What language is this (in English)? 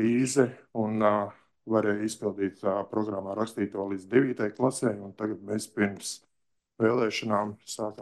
Latvian